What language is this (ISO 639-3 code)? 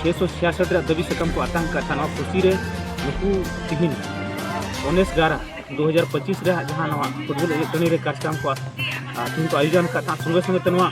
sat